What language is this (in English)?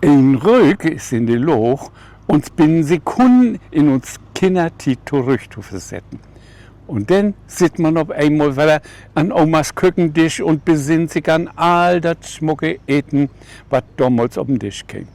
Low German